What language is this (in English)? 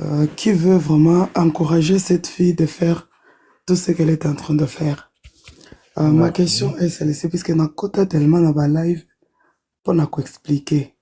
Lingala